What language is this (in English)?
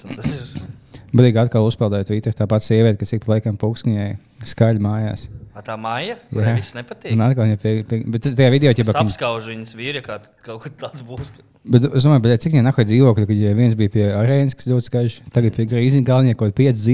Latvian